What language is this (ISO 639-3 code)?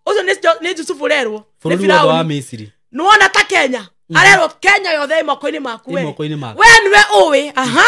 kik